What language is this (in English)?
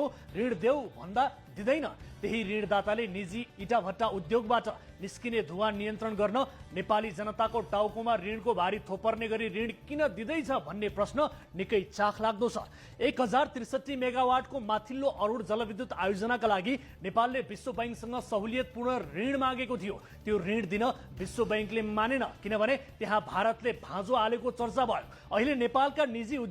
Nepali